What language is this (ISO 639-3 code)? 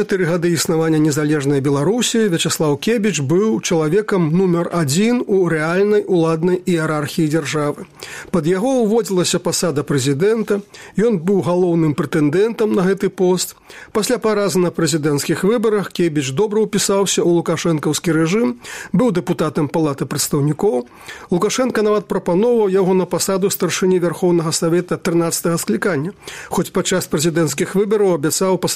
bel